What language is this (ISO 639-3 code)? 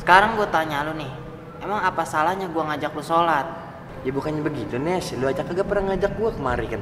bew